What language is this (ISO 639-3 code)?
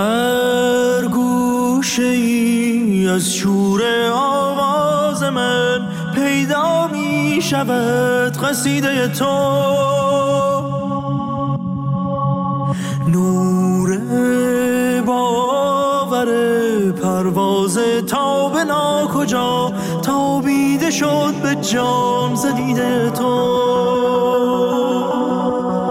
fas